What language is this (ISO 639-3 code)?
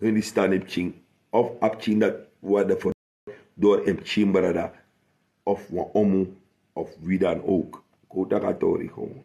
srn